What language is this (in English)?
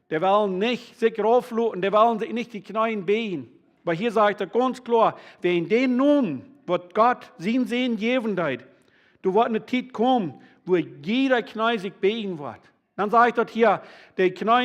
Plautdietsch